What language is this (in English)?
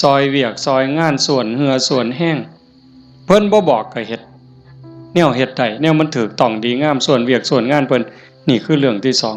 Northeastern Thai